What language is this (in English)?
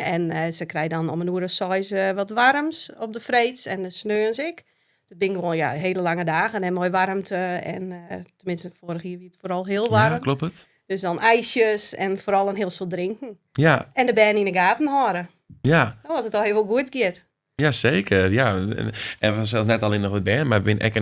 Western Frisian